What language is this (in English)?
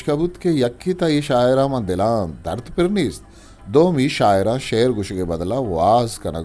Eastern Balochi